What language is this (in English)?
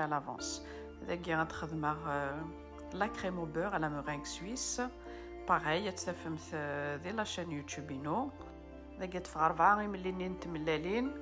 Kabyle